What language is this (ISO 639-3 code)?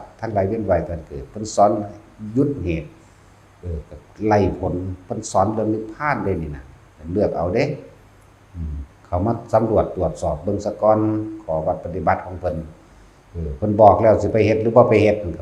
tts